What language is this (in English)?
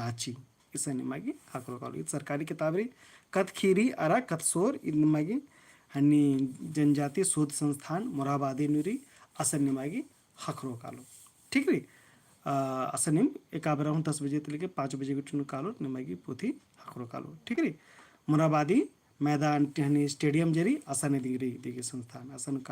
Kurukh